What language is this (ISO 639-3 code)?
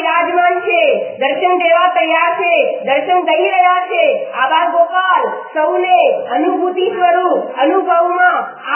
guj